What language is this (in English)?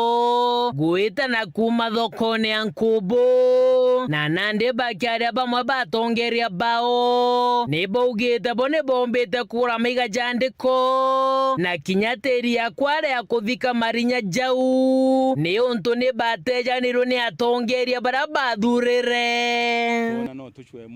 Meru